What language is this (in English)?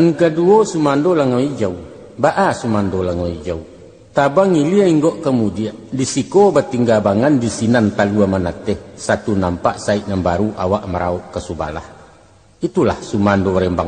Minangkabau